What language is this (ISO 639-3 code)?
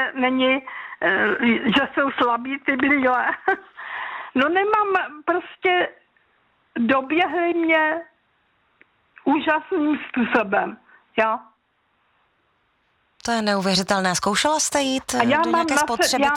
ces